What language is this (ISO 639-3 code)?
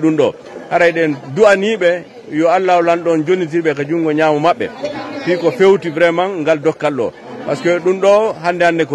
ful